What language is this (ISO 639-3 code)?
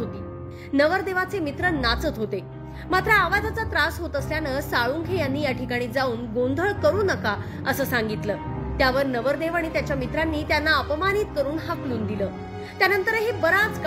mar